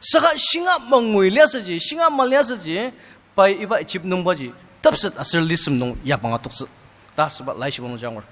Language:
Ao Naga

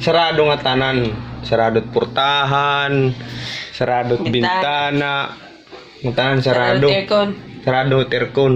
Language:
Waray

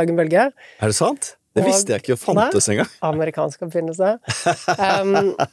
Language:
Norwegian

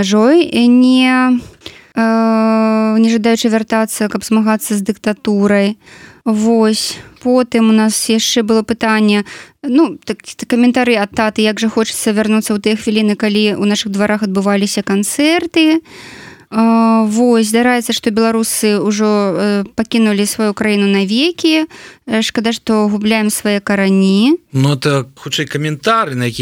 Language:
Belarusian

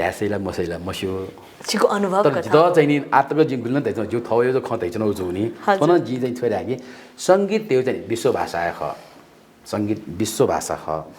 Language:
Newari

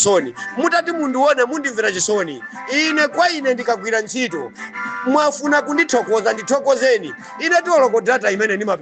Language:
Nyanja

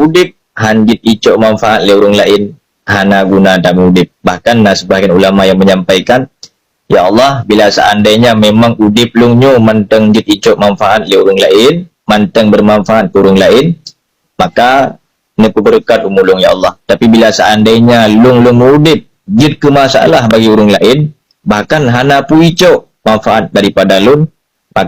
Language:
Achinese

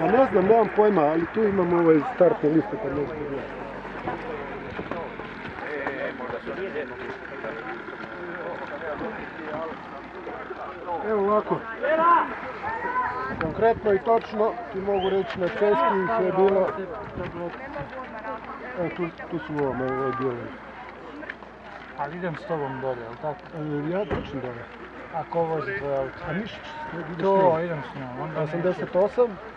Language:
Croatian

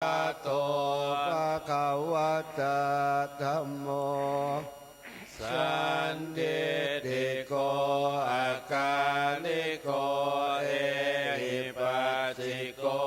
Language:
Pali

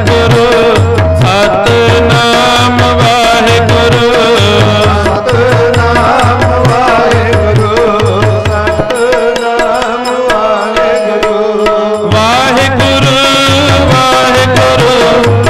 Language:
Punjabi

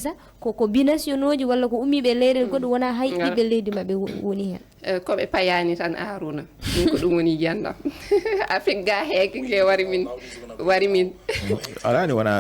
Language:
Fula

